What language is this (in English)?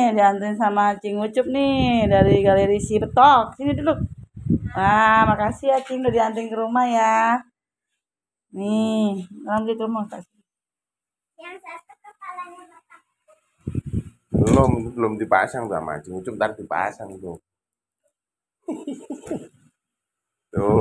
Indonesian